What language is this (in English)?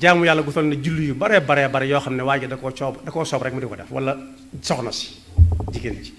Wolof